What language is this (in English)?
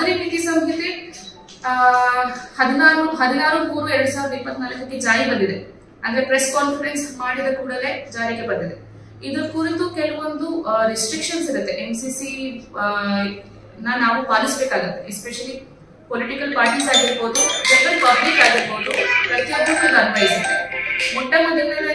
Kannada